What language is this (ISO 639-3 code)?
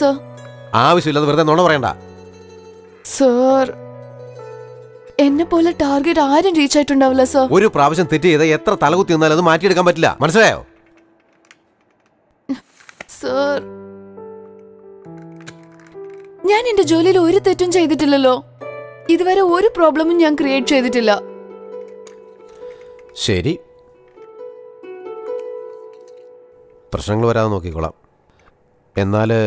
mal